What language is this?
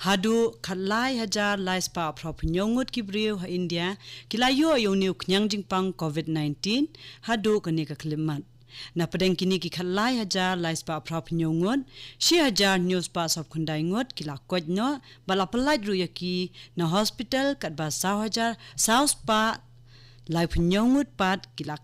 Khasi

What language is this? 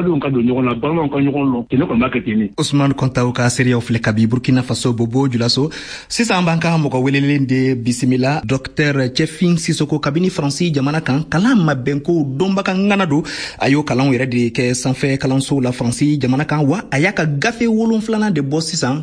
Bambara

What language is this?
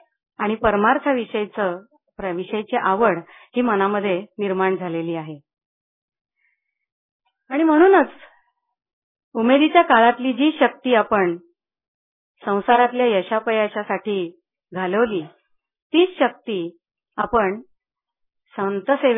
Marathi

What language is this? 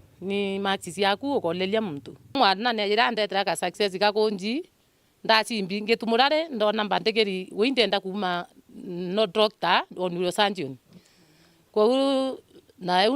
Meru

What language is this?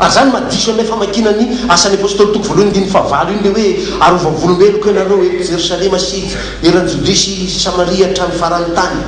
Malagasy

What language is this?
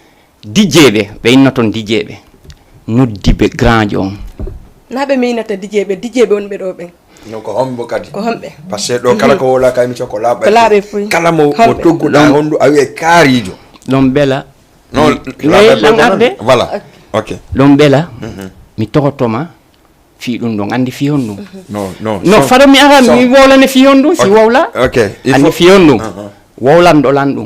Fula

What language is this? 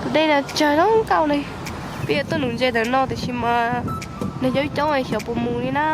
Hmong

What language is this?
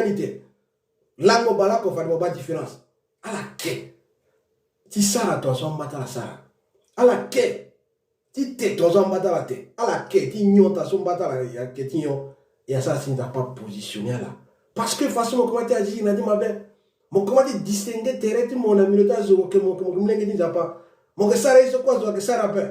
Sango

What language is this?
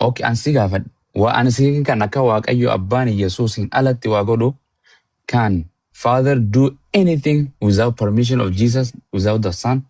Oromo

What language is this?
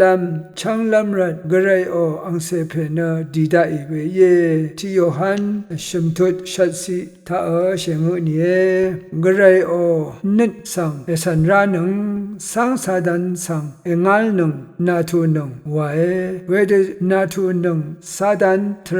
Rawang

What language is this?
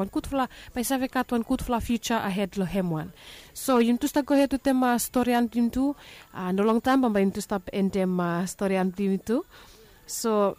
Bislama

